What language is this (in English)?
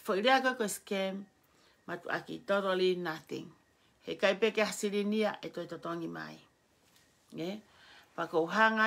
Tongan